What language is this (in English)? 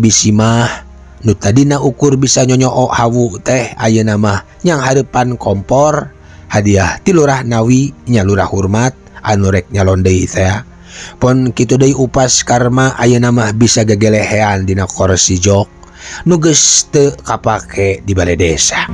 Sundanese